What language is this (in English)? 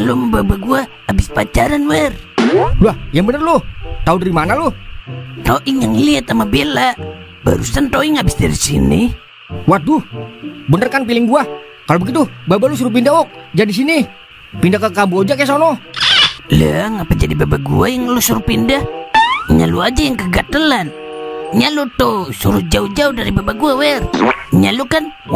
Betawi